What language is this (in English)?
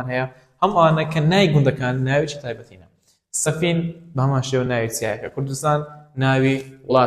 Central Kurdish